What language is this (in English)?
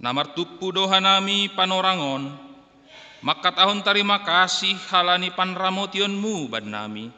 Batak Simalungun